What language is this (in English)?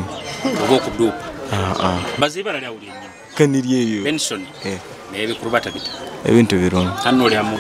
Nyoro